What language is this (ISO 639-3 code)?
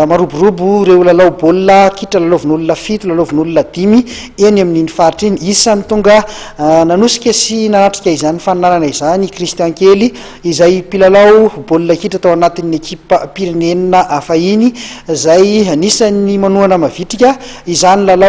mlg